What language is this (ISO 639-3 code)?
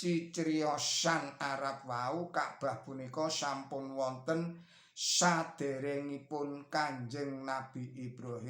jav